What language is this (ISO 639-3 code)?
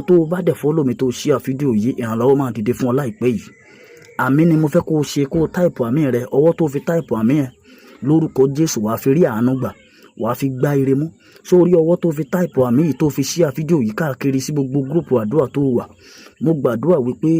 yor